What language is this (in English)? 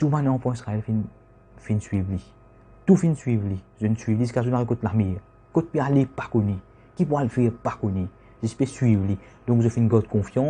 Morisyen